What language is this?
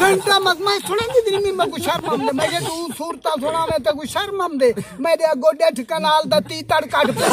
Saraiki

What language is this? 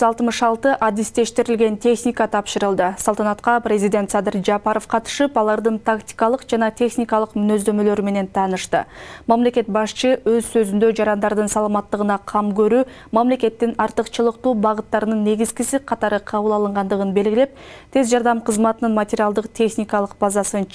Kyrgyz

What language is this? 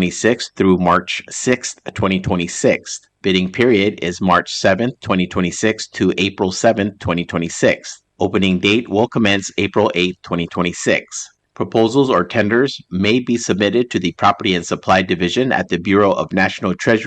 Palauan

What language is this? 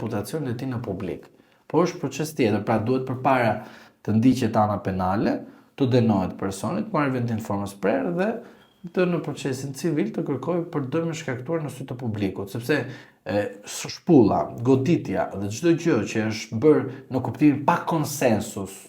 Albanian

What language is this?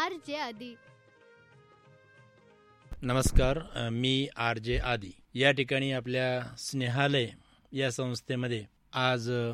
Marathi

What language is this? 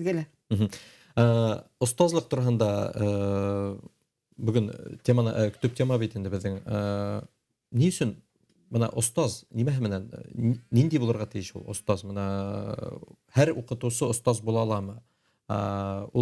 Bashkir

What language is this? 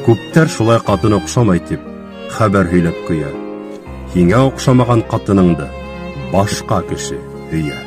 Bashkir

